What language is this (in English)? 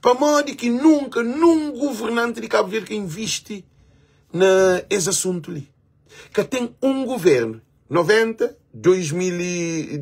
Kabuverdianu